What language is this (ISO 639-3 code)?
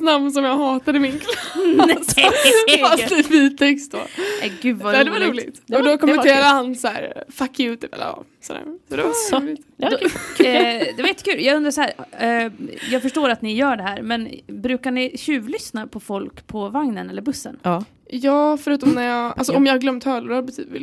swe